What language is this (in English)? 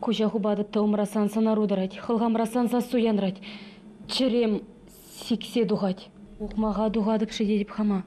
Chuvash